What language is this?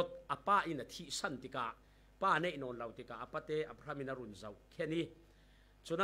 Falam Chin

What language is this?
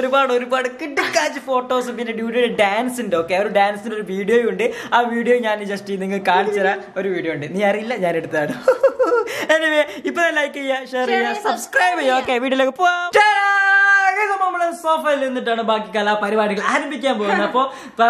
Malayalam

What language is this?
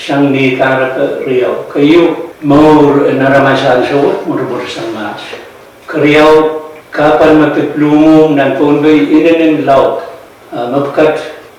Pohnpeian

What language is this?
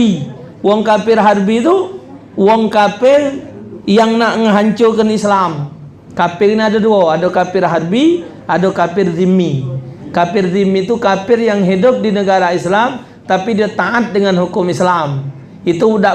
Musi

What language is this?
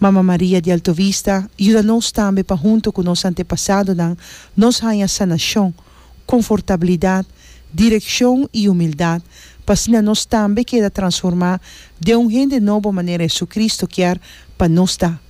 Papiamento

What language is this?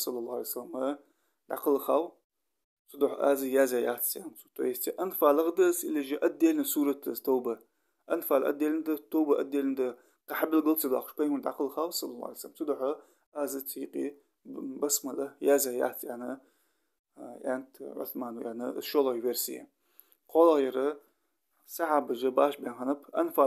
Ingush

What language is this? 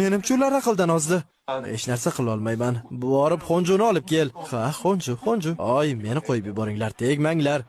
Uzbek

